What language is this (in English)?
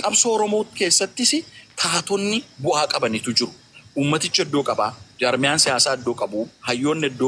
Oromo